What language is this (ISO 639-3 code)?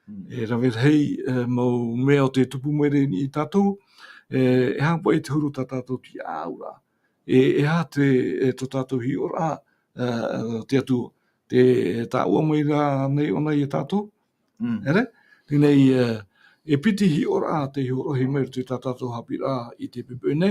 tah